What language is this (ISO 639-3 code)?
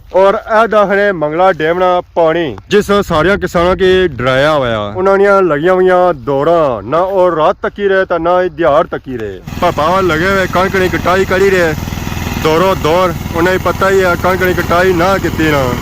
phr